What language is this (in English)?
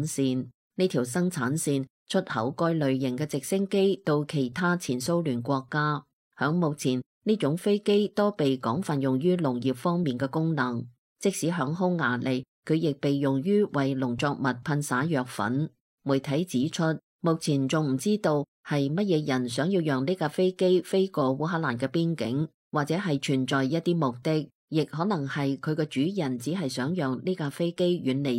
Cantonese